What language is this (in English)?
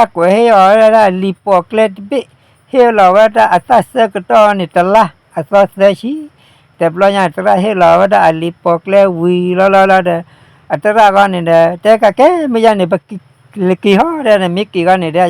S'gaw Karen